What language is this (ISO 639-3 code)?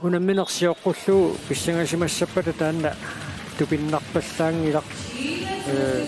kal